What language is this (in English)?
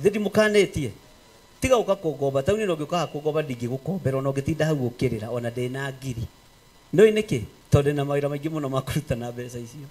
Kikuyu